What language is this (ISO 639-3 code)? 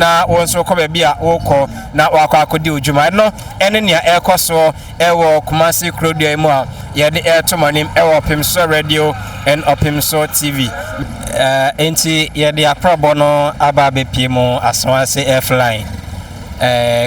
aka